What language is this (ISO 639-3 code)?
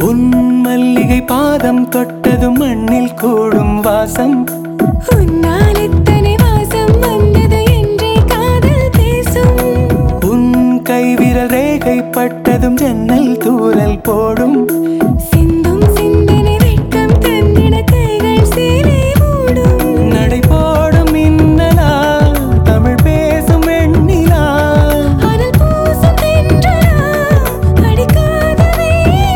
tam